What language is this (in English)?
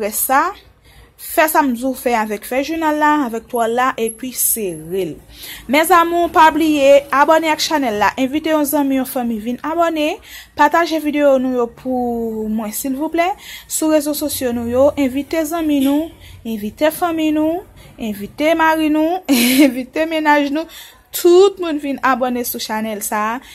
Haitian Creole